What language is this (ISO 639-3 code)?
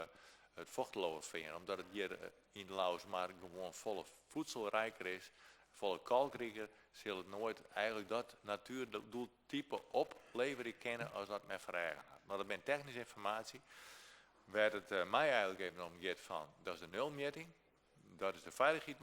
fry